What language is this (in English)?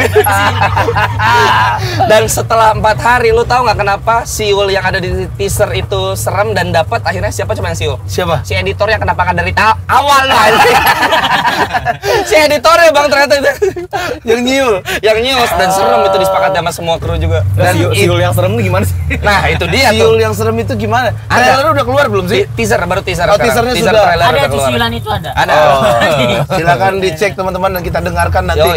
Indonesian